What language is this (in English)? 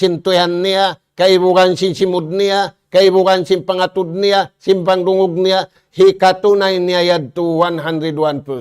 Tausug